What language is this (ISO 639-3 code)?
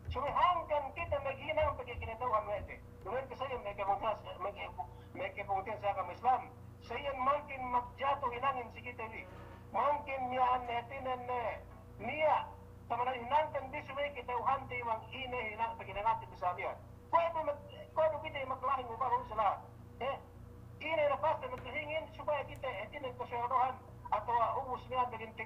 yka